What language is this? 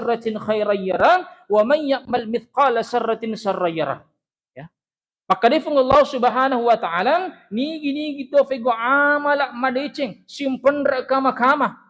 Buginese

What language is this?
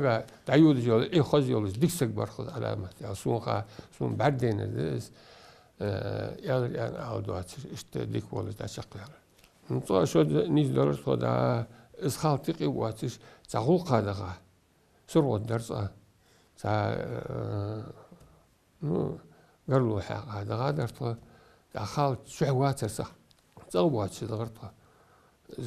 Ingush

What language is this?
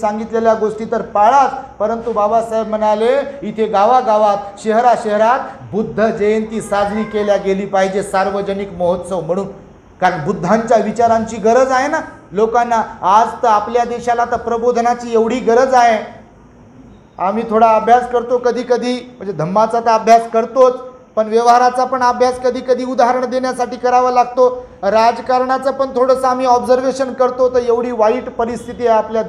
Marathi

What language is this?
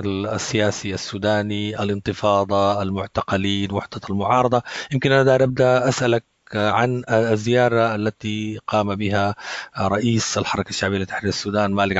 Sudanese Arabic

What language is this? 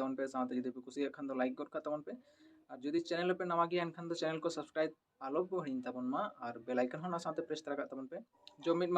Santali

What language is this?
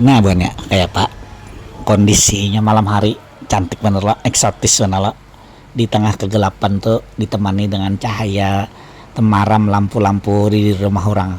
Banjar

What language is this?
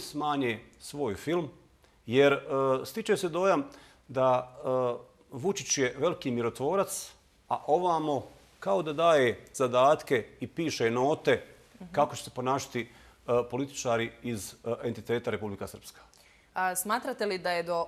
Bosnian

